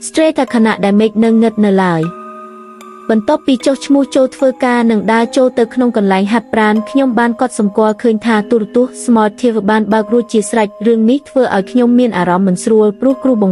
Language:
Khmer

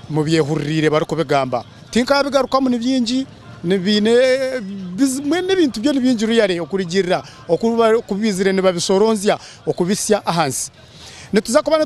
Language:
Nyankole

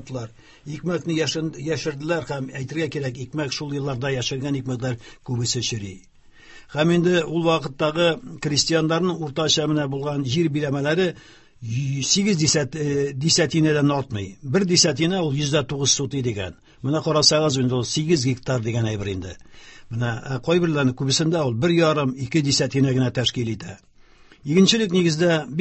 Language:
Tatar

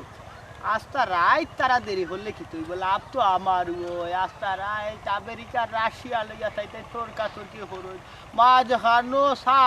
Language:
Sylheti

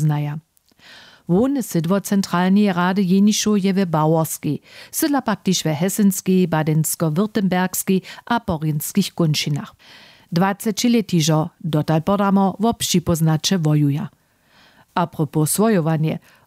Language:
Upper Sorbian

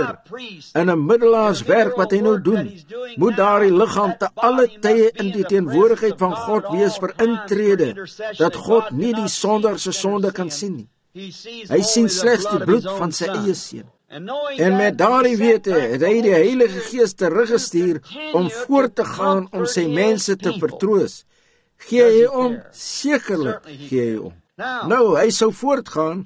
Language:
Afrikaans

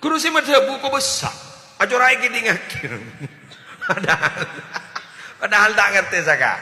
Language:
Madurese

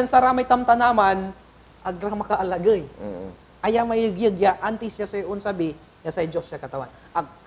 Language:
Pangasinan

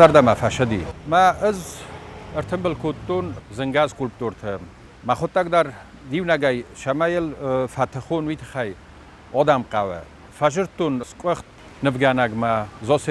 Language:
Ossetic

